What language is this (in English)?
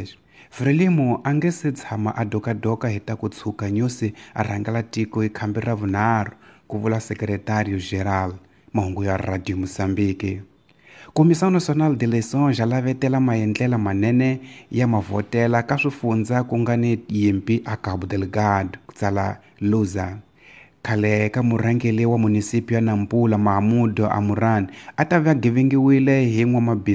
Tsonga